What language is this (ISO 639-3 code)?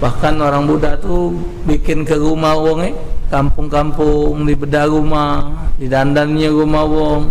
mui